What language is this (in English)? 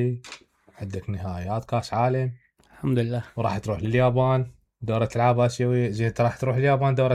Mesopotamian Arabic